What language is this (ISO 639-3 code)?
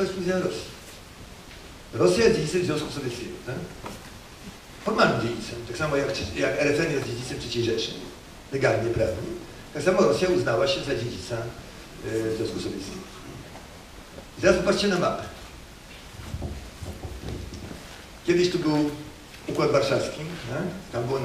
pol